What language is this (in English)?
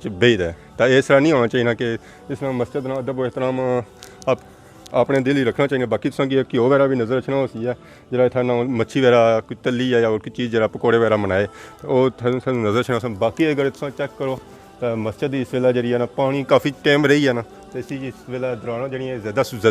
Pahari-Potwari